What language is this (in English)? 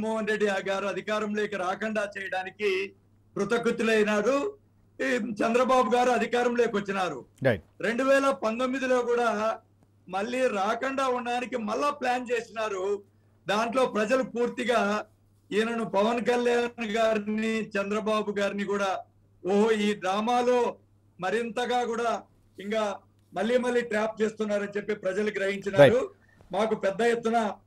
Telugu